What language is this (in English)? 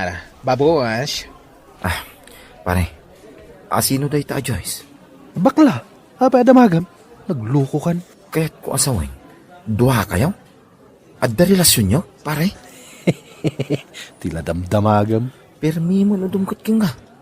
Iloko